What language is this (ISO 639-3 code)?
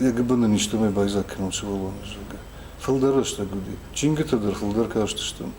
oss